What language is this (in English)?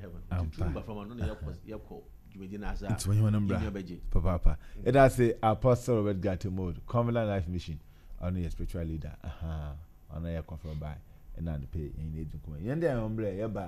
Akan